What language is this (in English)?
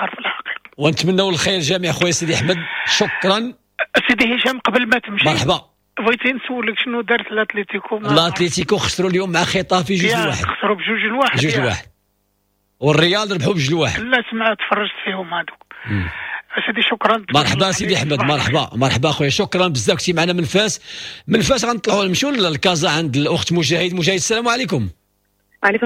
Moroccan Arabic